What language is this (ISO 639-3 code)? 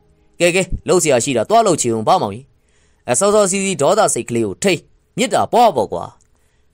mya